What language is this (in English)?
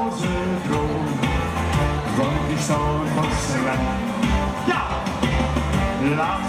Dutch